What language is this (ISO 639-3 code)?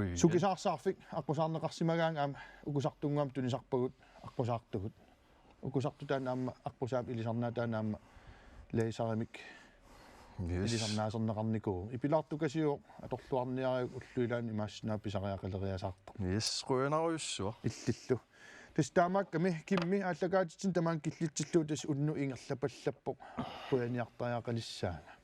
kal